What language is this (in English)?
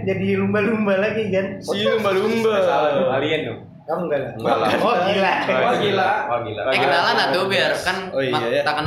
Indonesian